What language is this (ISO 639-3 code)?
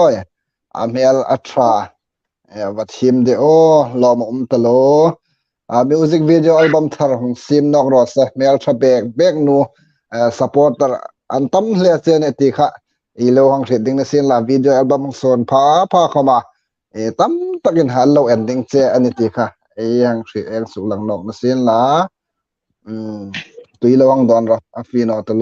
hmr